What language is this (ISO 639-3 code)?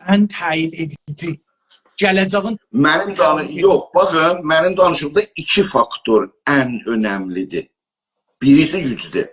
azb